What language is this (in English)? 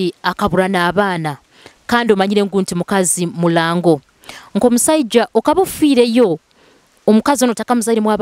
Nyoro